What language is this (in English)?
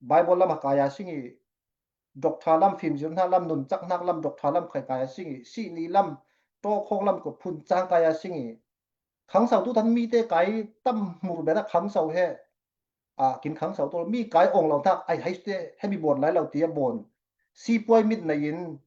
Falam Chin